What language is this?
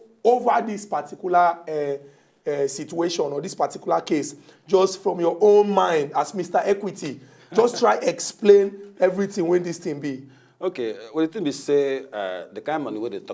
Nigerian Pidgin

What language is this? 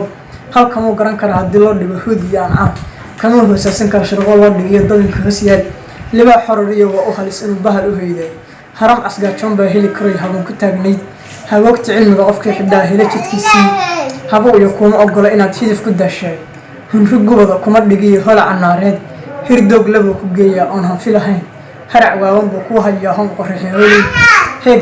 Somali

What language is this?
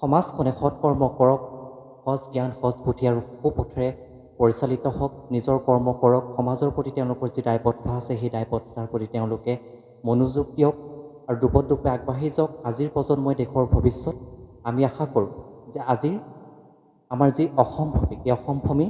Assamese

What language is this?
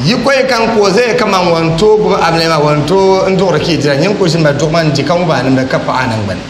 Dagbani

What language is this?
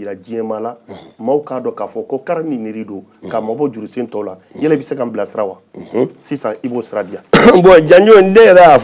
Bambara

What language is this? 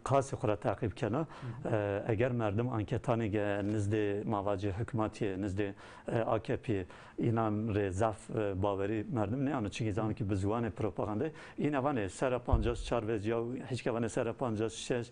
Zaza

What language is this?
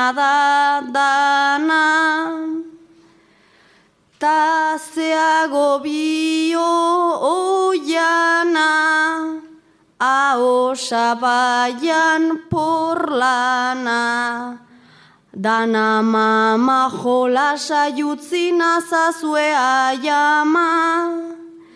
Basque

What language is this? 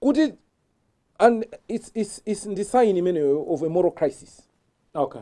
Nyanja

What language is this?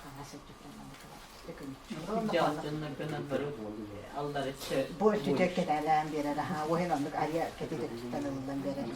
Yakut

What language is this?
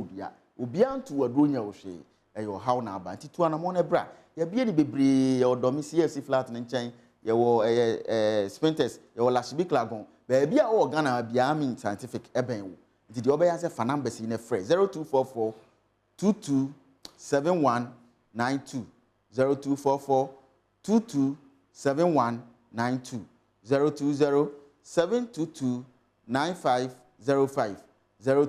Akan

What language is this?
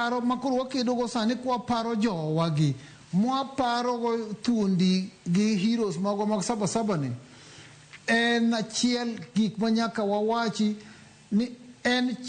Luo (Kenya and Tanzania)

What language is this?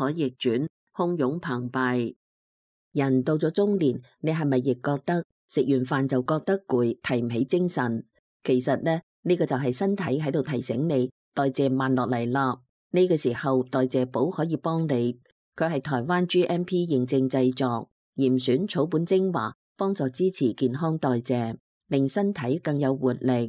Cantonese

